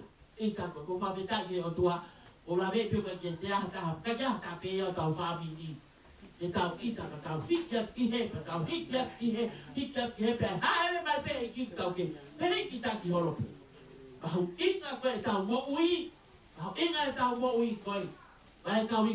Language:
Tongan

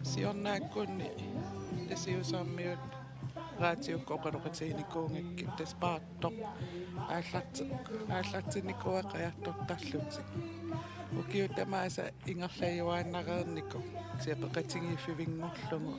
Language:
Kalaallisut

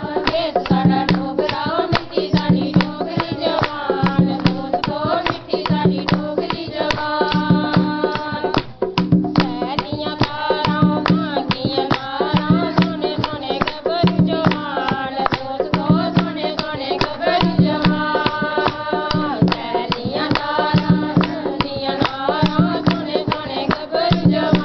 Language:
Dogri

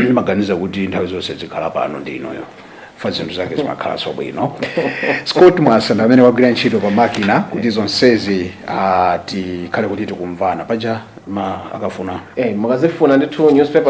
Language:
Nyanja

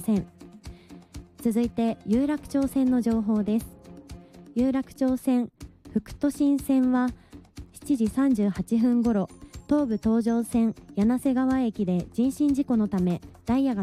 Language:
Japanese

